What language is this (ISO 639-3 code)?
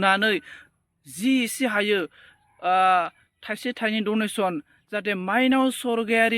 brx